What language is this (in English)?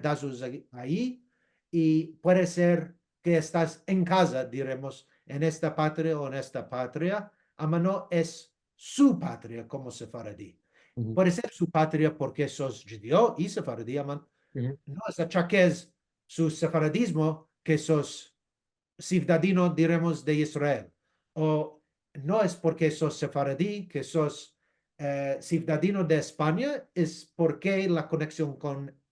Ladino